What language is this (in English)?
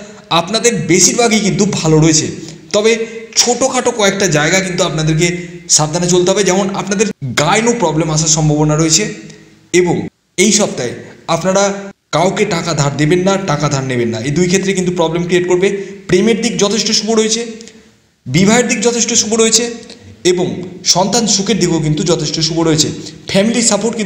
Bangla